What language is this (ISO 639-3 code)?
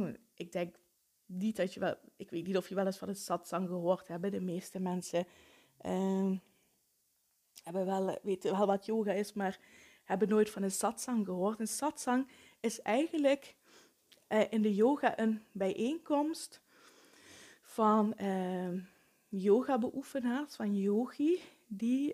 nld